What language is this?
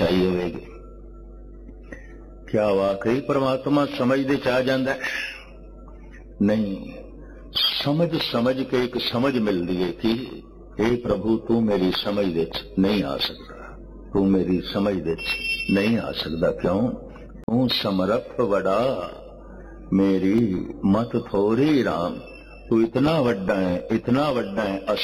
Punjabi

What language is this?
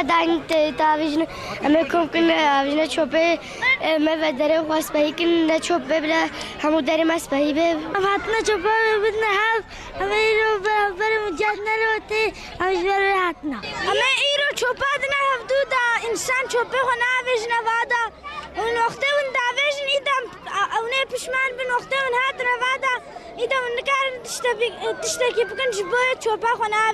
Kurdish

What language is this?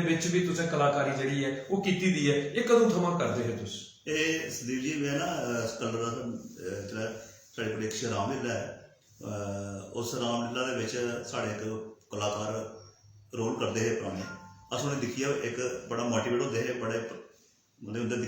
Dogri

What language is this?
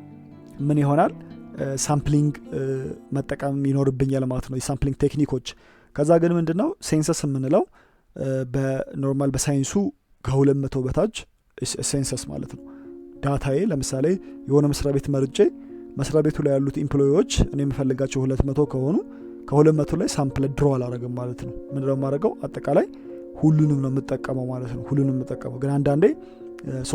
Amharic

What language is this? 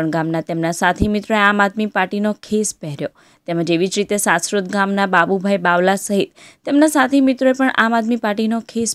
Gujarati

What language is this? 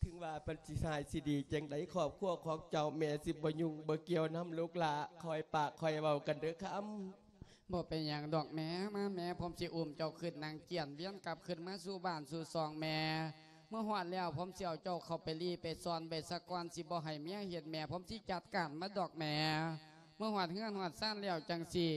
Lao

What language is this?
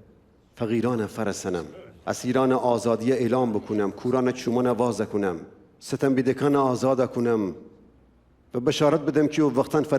Gilaki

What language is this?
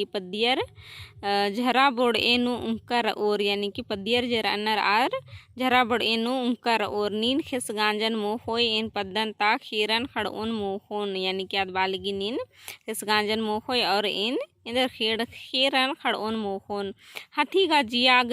Kurukh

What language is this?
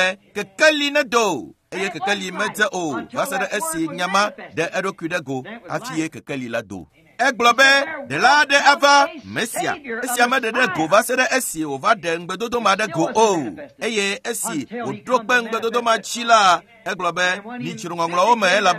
Ewe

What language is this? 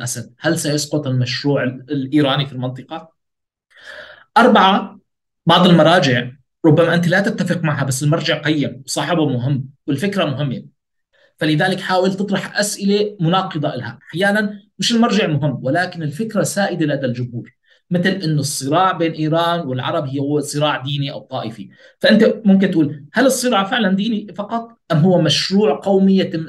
Arabic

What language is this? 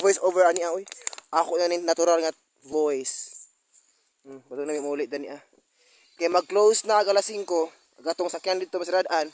Cebuano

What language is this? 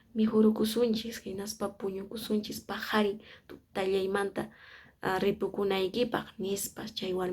Quechua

